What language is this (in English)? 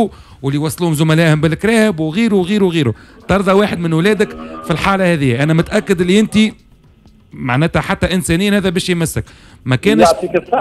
Tunisian Arabic